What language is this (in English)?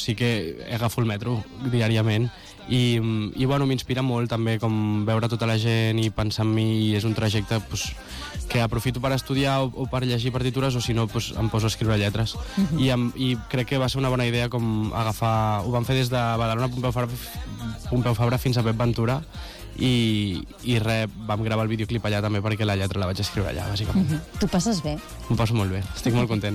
Catalan